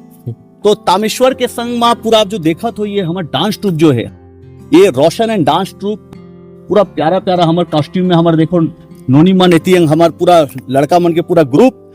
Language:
Chhattisgarhi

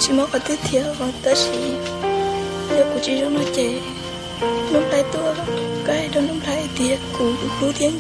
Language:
Hmong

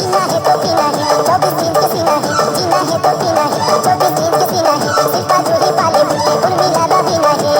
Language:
Chhattisgarhi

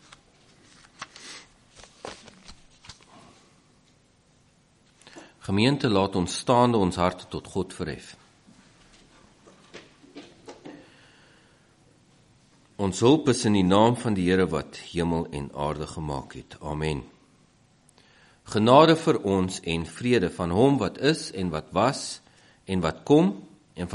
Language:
Afrikaans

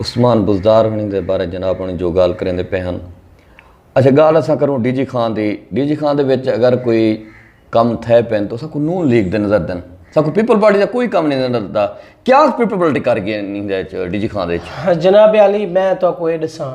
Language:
Saraiki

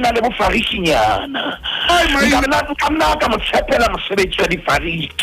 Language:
Southern Sotho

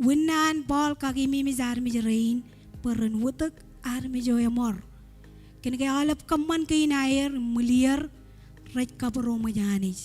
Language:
Marshallese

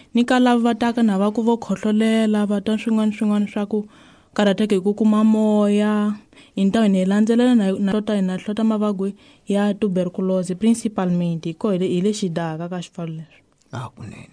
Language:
Tsonga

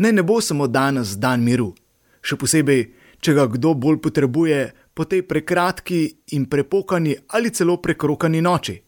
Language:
Slovenian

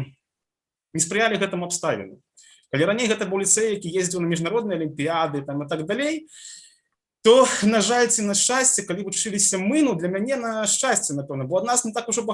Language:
Belarusian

